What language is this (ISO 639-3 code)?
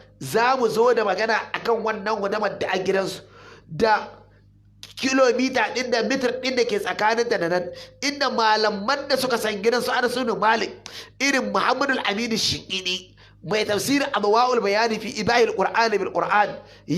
hau